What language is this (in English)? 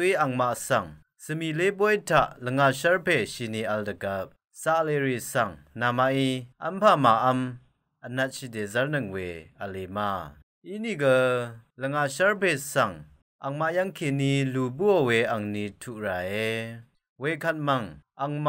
Rawang